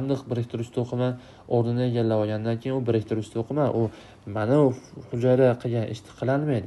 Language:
Uzbek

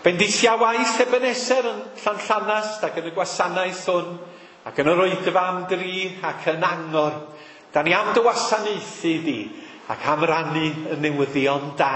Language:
Welsh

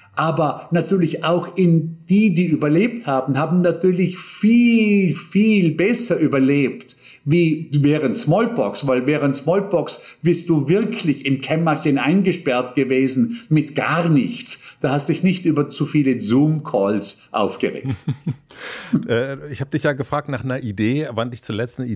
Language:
German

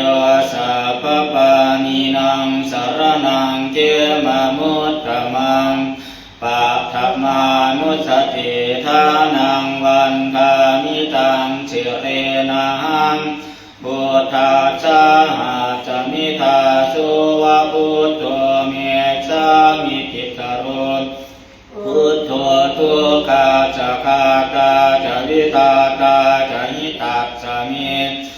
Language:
Pali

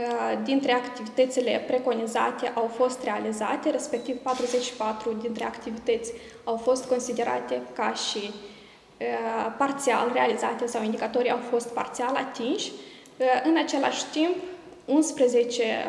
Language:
Romanian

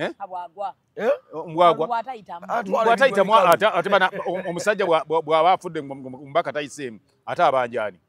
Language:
Ganda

